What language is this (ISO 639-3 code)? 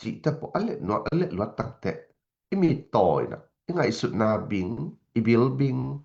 ctd